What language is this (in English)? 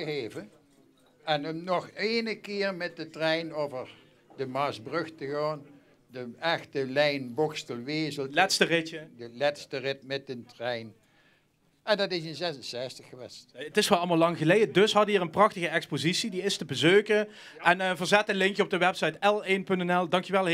Limburgish